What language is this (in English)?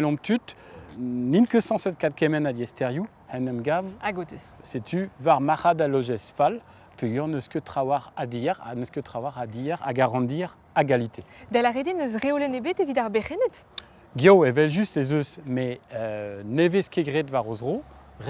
Breton